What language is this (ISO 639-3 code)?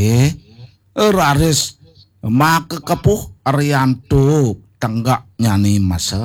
ban